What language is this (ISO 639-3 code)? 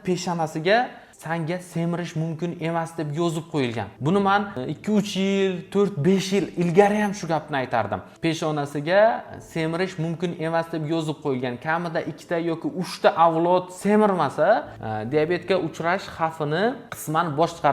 uzb